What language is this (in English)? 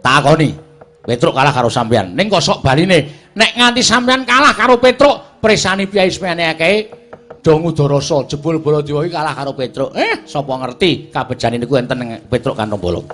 Javanese